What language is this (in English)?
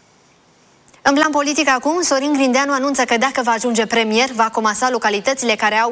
Romanian